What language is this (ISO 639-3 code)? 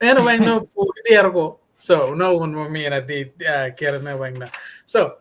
ach